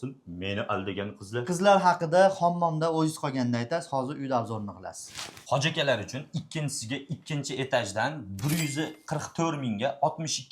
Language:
Uzbek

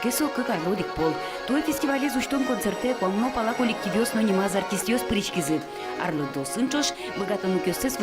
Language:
Udmurt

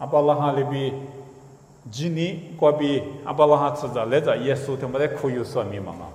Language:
Lisu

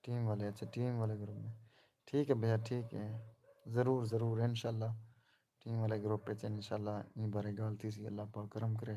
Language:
Saraiki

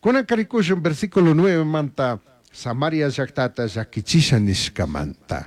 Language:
Chimborazo Highland Quichua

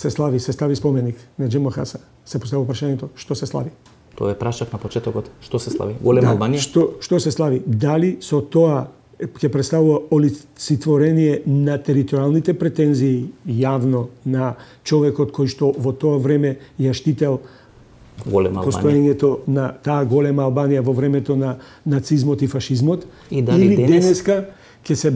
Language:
Macedonian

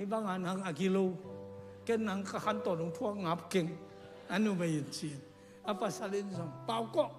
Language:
Tedim Chin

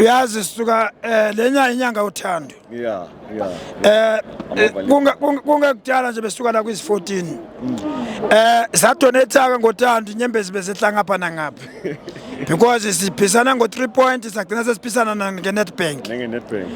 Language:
Zulu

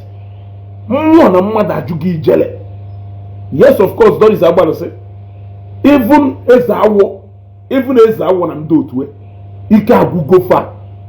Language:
Igbo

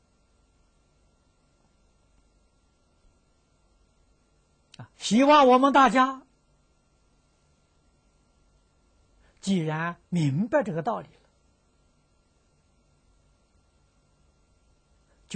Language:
Chinese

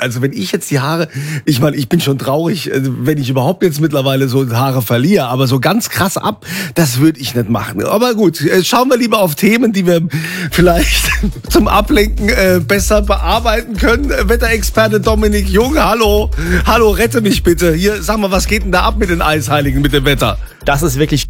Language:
German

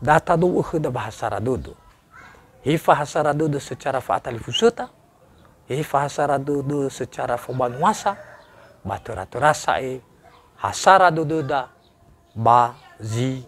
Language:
Nias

